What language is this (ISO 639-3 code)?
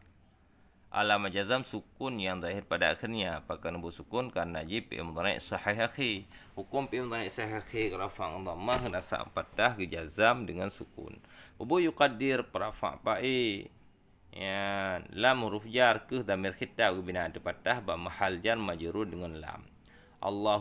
ace